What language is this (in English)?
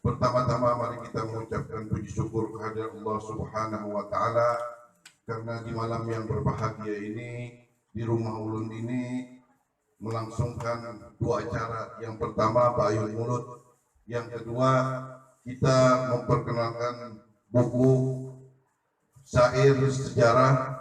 Banjar